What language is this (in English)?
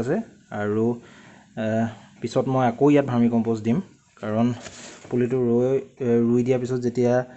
Assamese